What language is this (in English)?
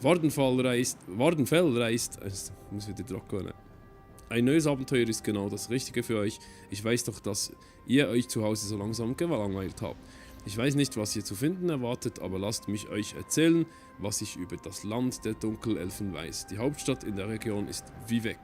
Swiss German